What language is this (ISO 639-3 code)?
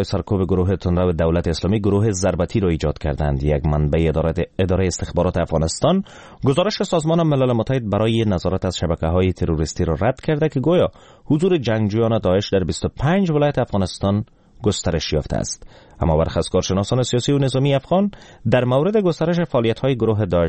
fas